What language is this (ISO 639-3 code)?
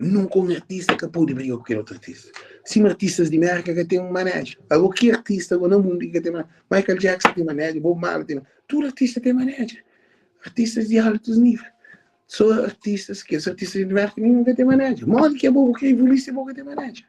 kea